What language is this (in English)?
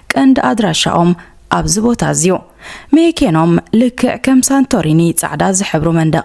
Tigrinya